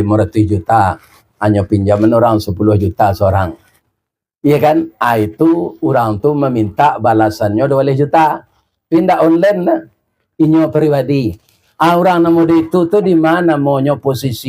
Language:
Minangkabau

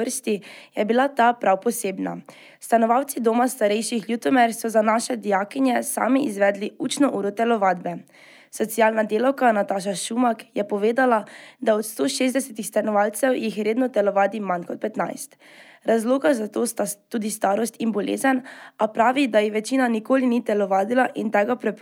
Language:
Slovenian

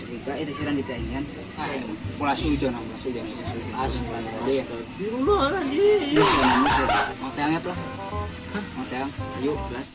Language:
Sundanese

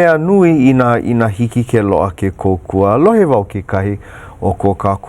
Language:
Hawaiian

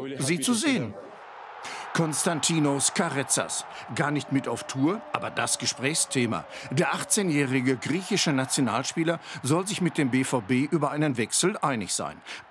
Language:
German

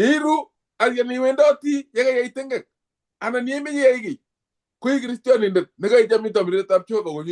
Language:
Kalenjin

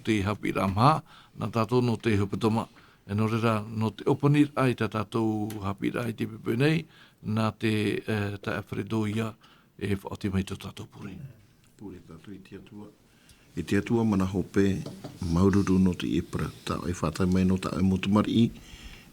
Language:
Tahitian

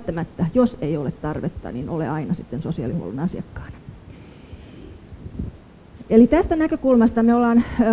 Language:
Finnish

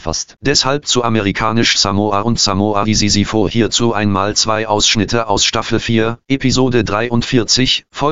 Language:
German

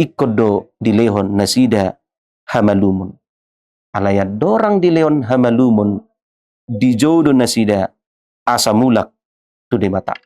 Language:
Batak Toba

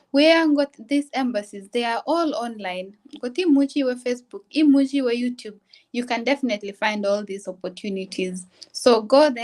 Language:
Kalenjin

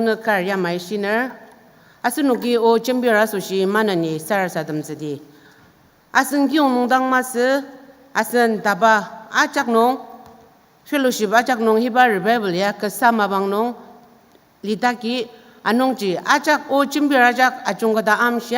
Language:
Ao Naga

